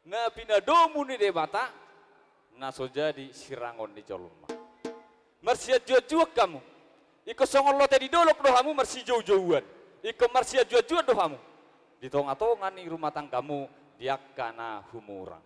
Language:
Batak Toba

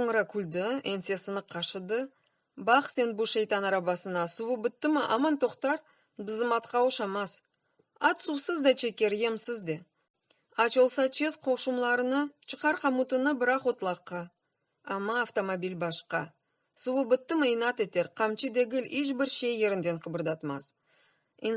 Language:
Crimean Tatar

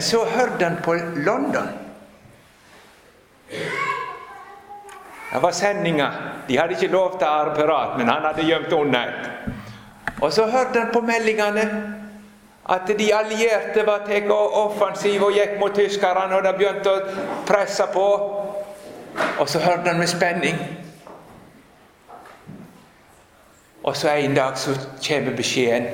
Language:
Norwegian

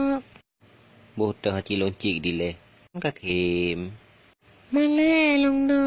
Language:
Achinese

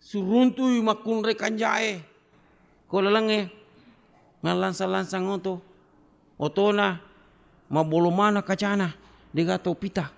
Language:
Buginese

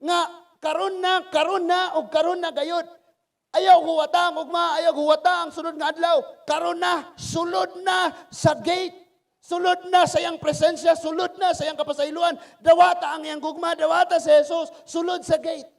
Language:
Cebuano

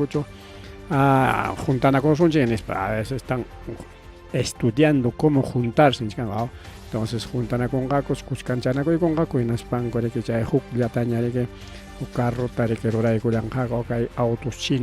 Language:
Ayacucho Quechua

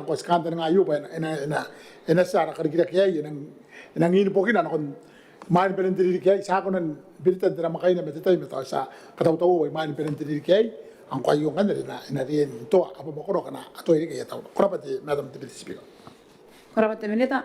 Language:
Gilbertese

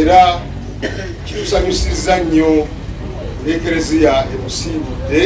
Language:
Ganda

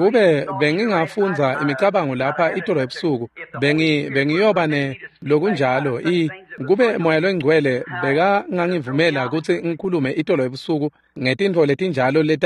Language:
Swati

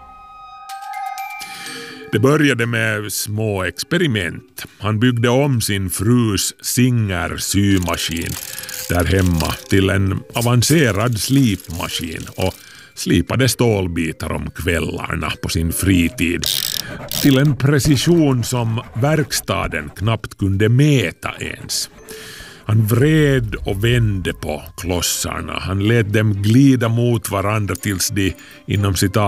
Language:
Swedish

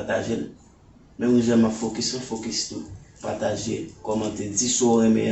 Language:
Haitian Creole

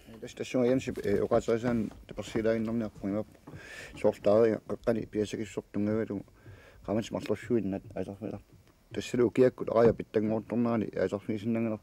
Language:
Kalaallisut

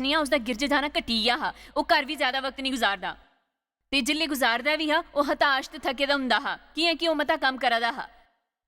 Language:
Dogri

